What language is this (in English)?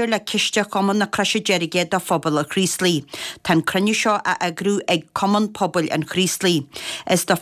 Irish